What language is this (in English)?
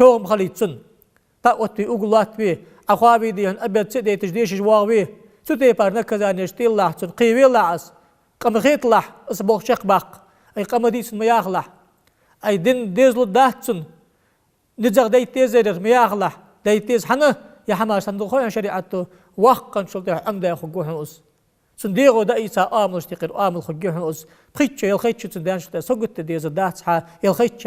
Ingush